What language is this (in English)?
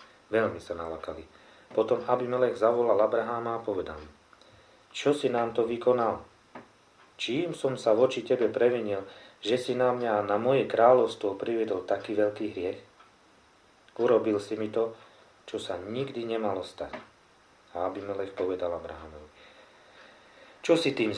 Slovak